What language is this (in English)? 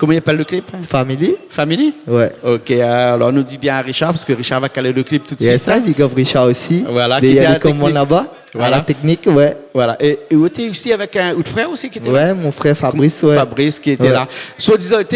Réunion Creole French